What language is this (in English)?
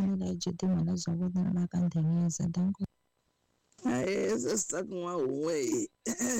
Tsonga